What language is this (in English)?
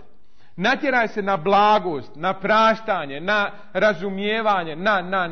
Bosnian